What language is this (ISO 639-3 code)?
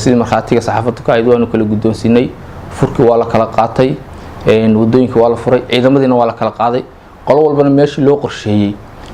som